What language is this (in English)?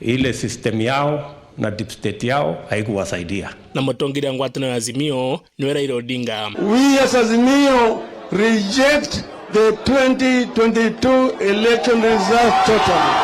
Meru